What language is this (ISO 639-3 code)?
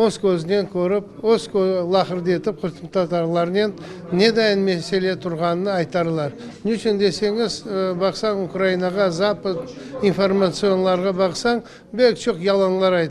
crh